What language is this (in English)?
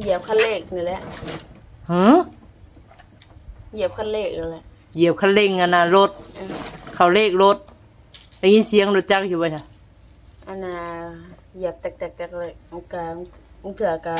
Northeastern Thai